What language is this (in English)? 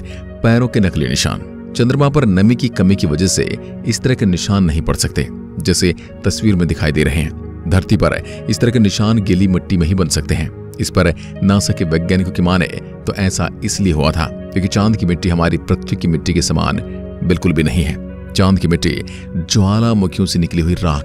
Hindi